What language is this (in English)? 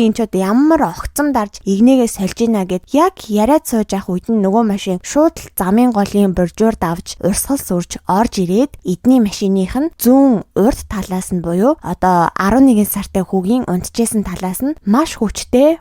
Mongolian